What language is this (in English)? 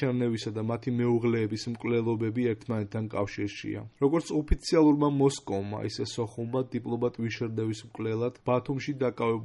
Georgian